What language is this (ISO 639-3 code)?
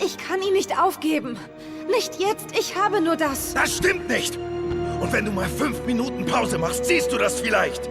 gsw